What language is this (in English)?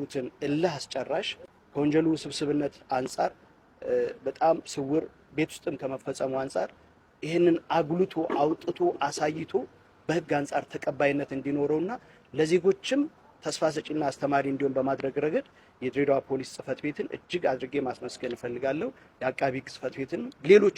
Amharic